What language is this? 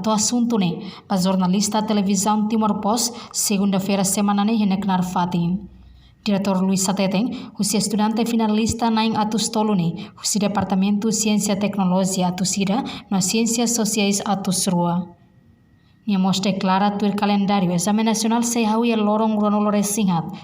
Tetum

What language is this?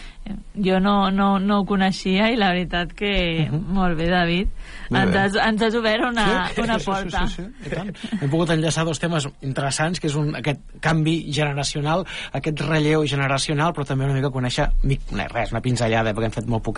Catalan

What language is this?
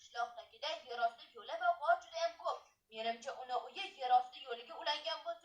Uzbek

